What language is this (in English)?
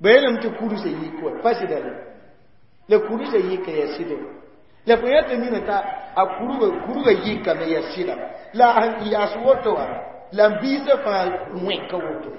Mossi